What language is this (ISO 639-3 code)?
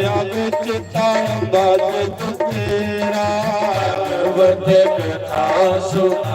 doi